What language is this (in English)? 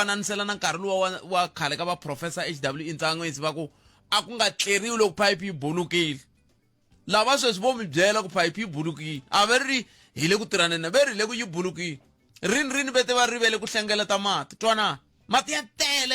Tsonga